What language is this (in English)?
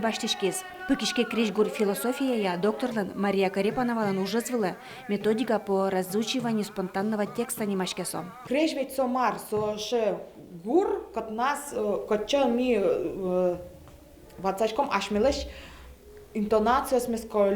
Udmurt